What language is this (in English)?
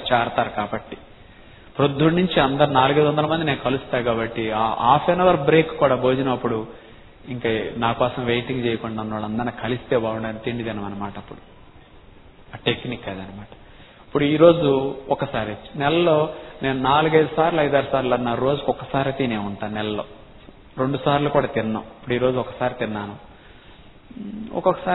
Telugu